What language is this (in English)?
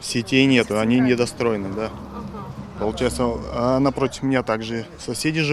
Crimean Tatar